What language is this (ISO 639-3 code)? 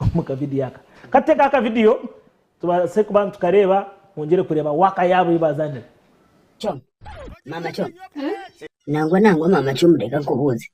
nyn